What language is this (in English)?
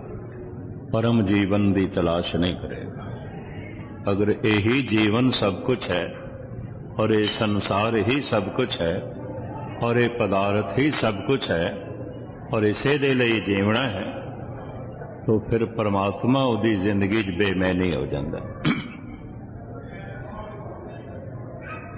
Punjabi